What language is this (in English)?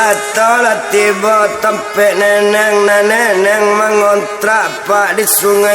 Minangkabau